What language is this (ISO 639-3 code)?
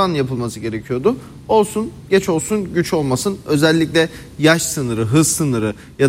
tur